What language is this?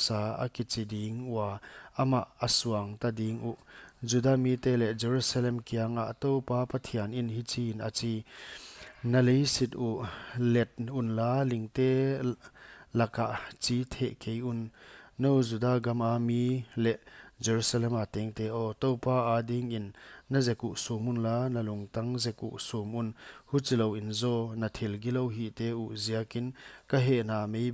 Paite Chin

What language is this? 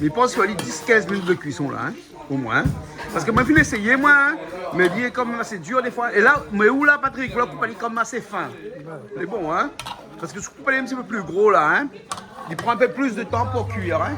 Réunion Creole French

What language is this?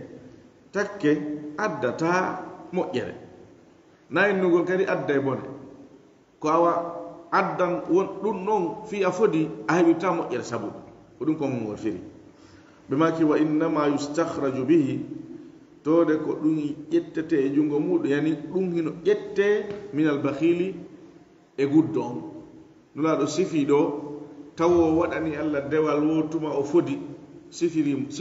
Fula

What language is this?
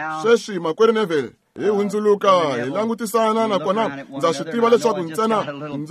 Tsonga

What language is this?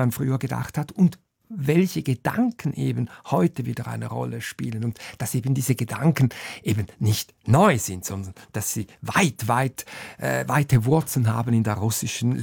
German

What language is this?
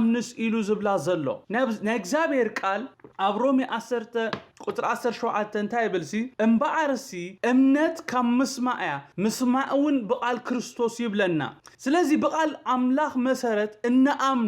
Tigrinya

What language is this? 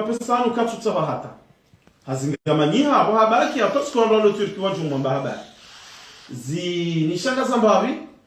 Ngazidja Comorian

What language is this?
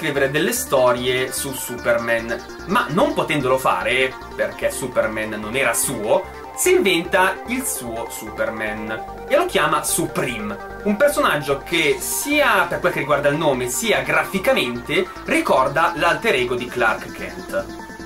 Italian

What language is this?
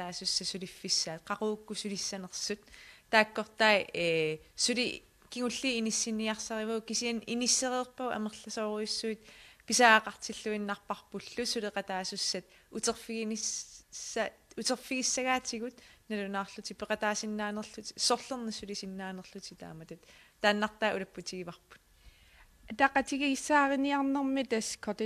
Kalaallisut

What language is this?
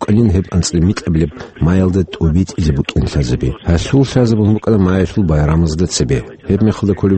Avaric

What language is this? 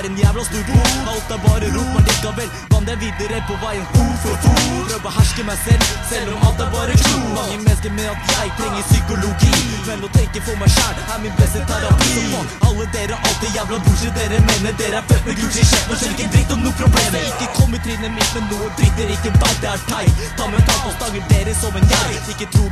Norwegian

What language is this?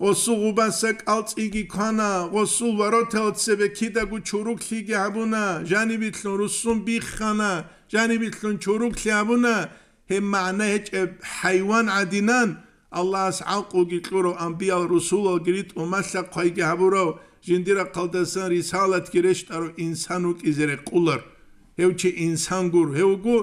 Avaric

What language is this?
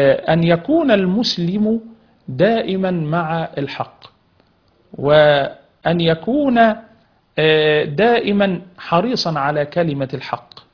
Arabic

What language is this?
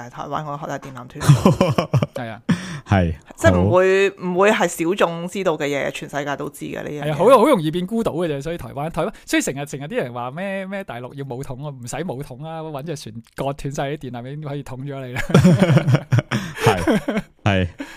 Cantonese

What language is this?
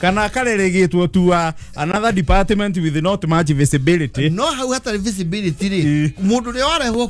Kikuyu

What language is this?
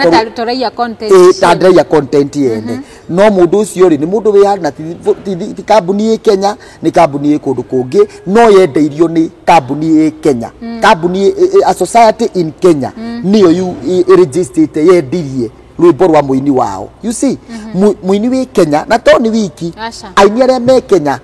Kikuyu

